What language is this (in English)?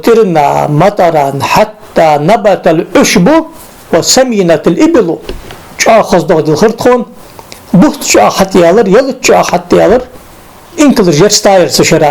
Ingush